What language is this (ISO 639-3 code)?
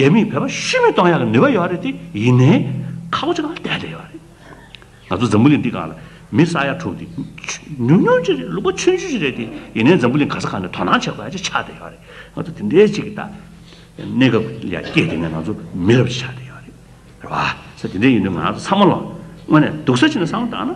bod